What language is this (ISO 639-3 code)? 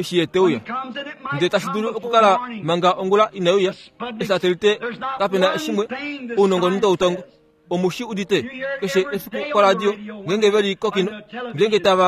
kua